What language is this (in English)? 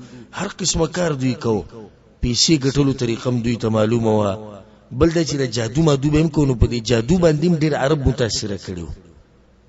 Pashto